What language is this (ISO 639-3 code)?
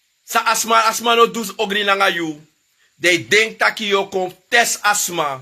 srn